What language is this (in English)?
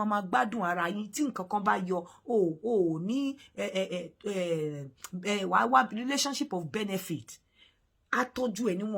Yoruba